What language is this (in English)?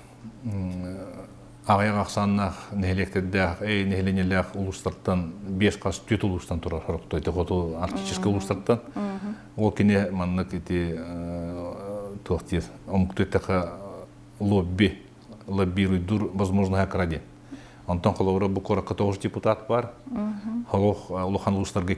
Yakut